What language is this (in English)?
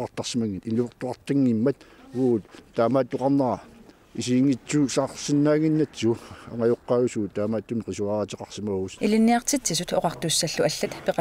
Kalaallisut